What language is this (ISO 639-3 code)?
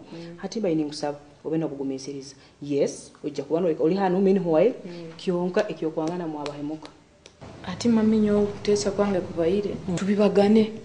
nyo